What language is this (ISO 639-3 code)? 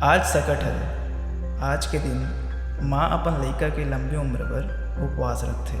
hne